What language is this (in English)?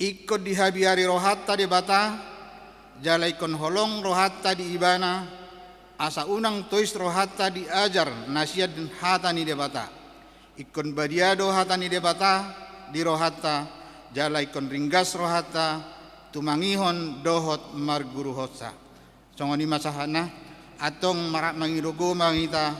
Batak Toba